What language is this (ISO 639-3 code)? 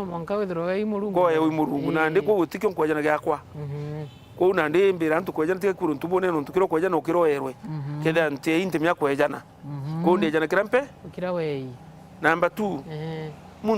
mer